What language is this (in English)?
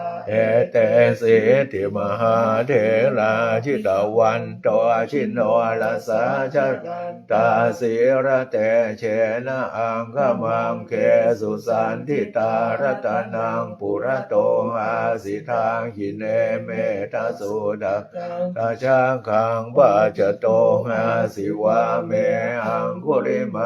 Pali